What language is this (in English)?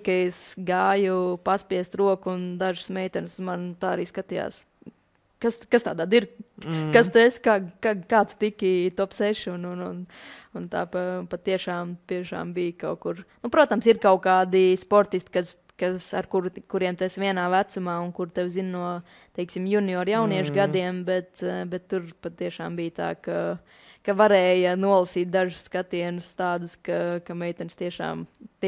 Latvian